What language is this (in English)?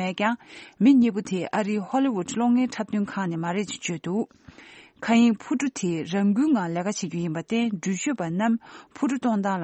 Tibetan